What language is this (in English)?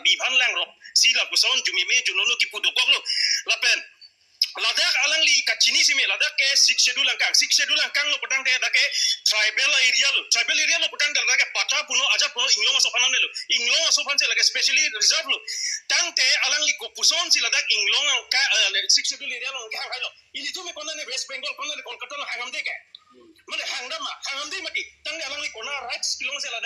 Karbi